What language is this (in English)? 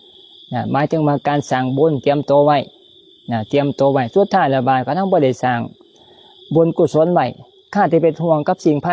Lao